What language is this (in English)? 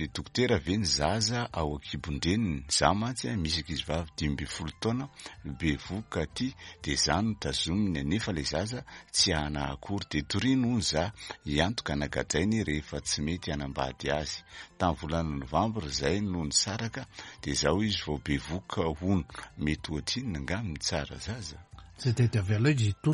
Malagasy